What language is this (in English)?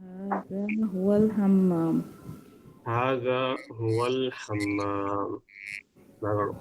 Divehi